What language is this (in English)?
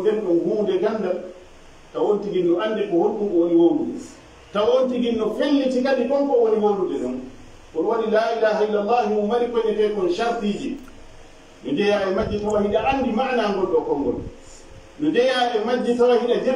Fula